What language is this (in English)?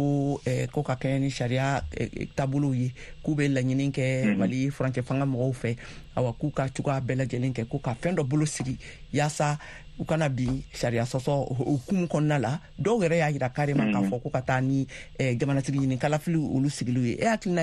Bambara